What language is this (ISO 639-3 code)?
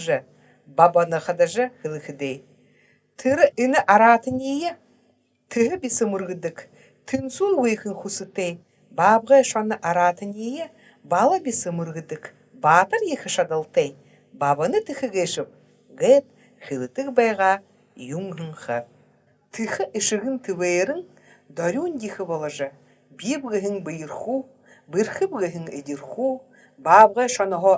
bua